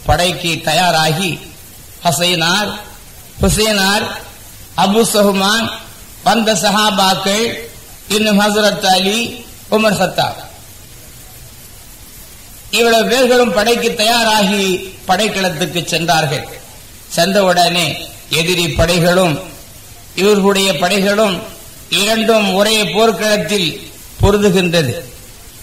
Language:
Tamil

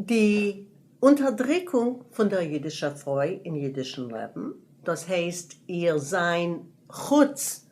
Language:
Yiddish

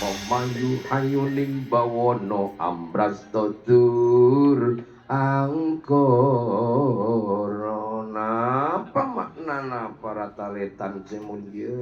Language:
Madurese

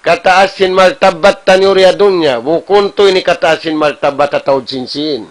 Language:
Tausug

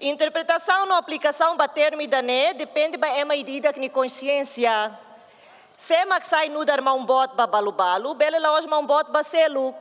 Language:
Tetum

